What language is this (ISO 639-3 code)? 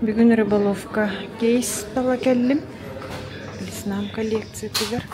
sah